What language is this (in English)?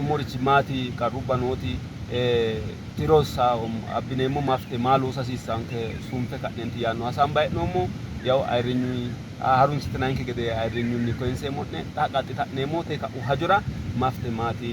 Sidamo